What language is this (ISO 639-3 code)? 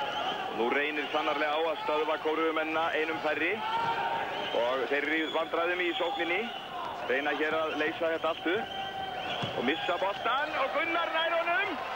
isl